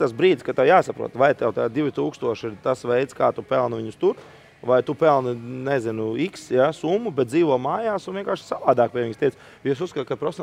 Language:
Latvian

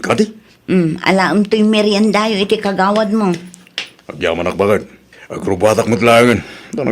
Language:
Iloko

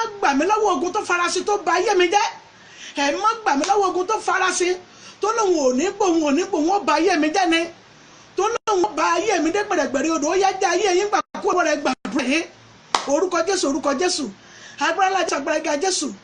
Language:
Yoruba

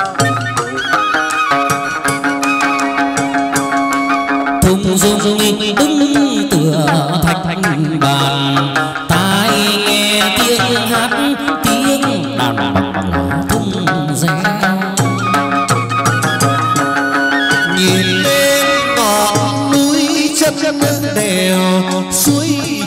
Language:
Vietnamese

